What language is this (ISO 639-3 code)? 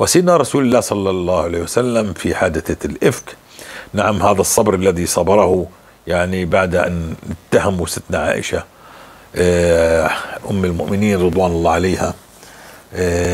apc